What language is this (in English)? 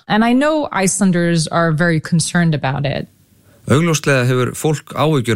Icelandic